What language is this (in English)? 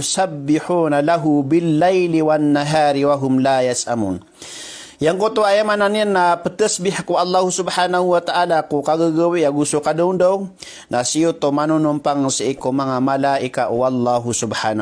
Maranao